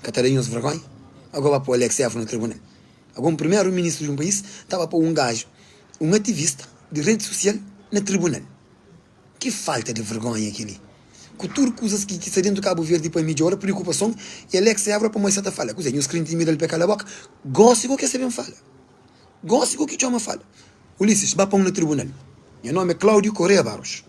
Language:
Kabuverdianu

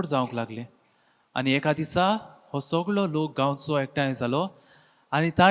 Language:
Konkani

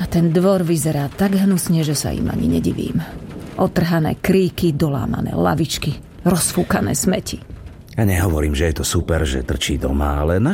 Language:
Slovak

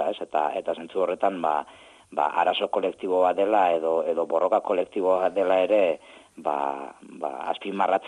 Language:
Basque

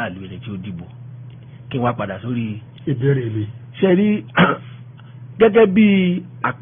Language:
Yoruba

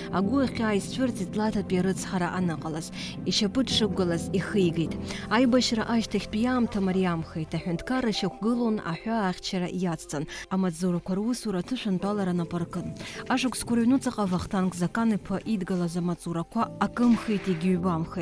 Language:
Abkhazian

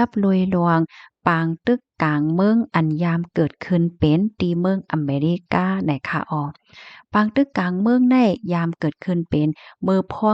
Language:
Shan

